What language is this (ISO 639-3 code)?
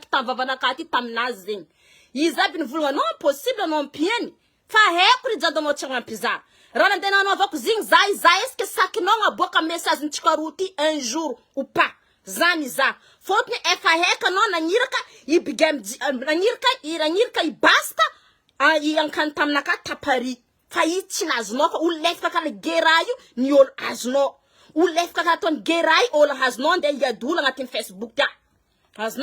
mlg